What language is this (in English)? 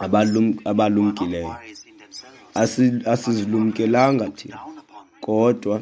Xhosa